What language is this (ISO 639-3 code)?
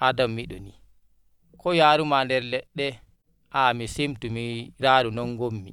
fuv